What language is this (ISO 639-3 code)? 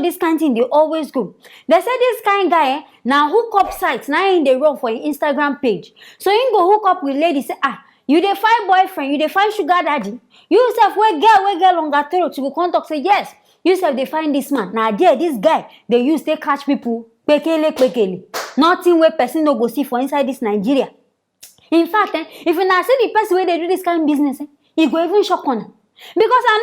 pcm